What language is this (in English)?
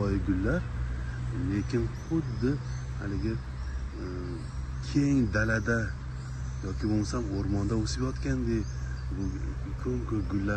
Uzbek